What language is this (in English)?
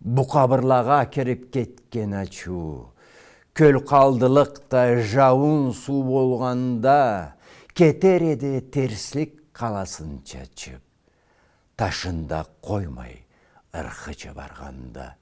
Karachay-Balkar